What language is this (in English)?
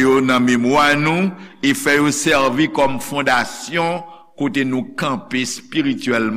Haitian Creole